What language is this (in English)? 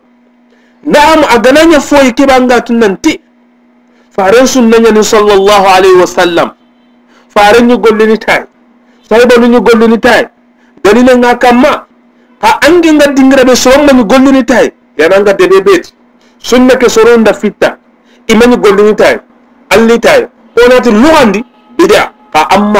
Soninke